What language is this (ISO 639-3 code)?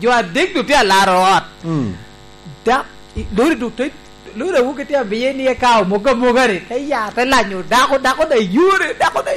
laj